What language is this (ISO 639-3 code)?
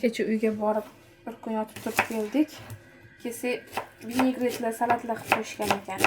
uzb